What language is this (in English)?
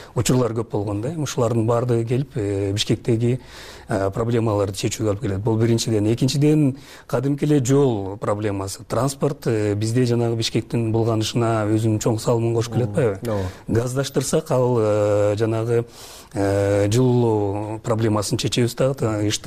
Kyrgyz